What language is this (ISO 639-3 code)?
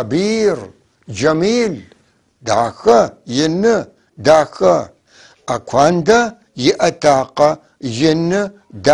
apc